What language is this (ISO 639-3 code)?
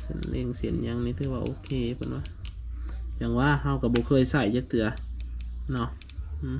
lao